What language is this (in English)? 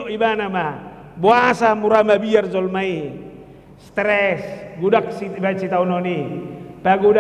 Batak Toba